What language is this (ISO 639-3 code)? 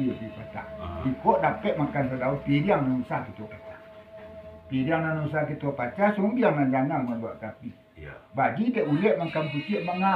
min